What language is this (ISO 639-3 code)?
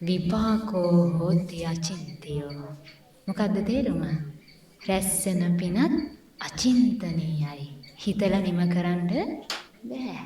sin